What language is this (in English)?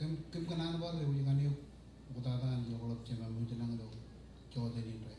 Marshallese